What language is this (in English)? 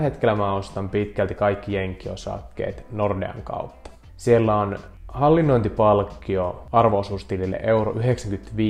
Finnish